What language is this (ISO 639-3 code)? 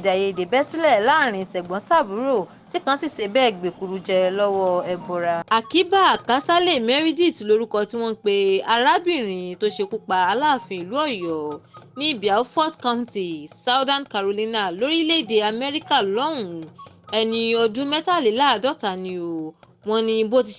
yor